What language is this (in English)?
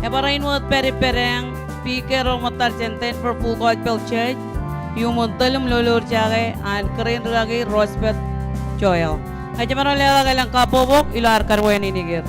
Marshallese